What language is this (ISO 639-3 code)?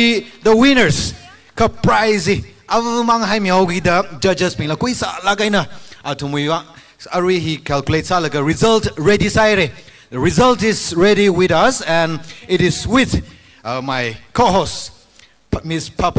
nmf